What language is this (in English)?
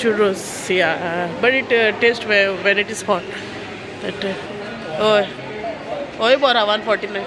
Konkani